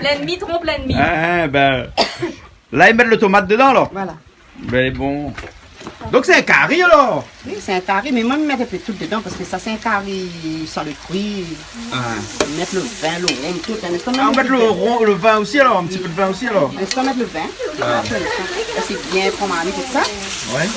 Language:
Réunion Creole French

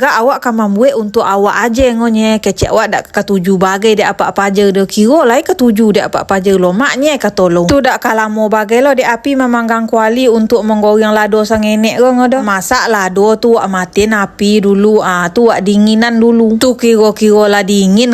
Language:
Minangkabau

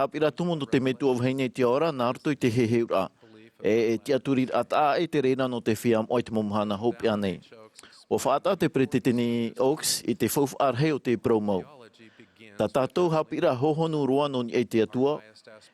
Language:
Tahitian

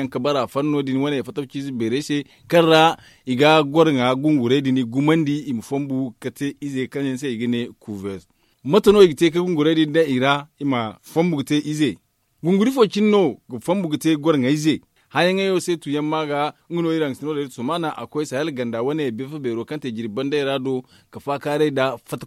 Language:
Zarma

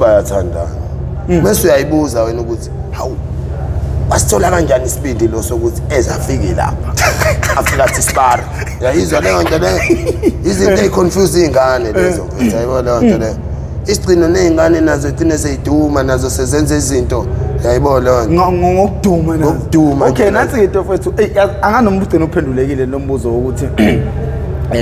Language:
Zulu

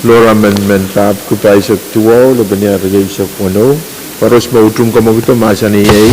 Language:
Pohnpeian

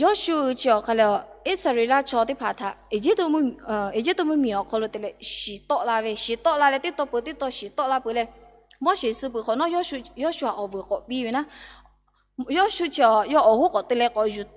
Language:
Lahu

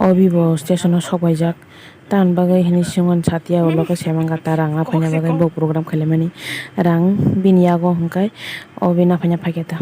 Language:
Kok Borok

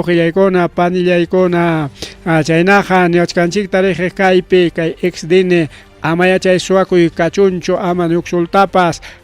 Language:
Ayacucho Quechua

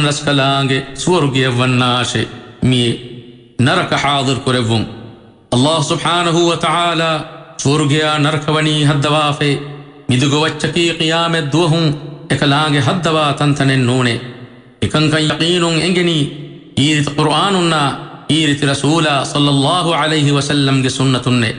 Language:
Divehi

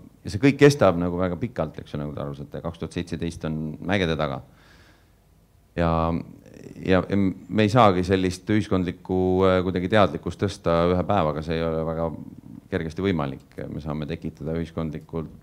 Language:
Estonian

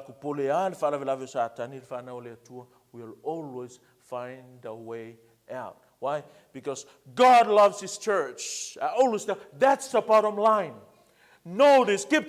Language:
Samoan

